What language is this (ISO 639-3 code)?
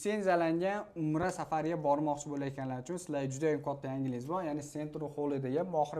uzb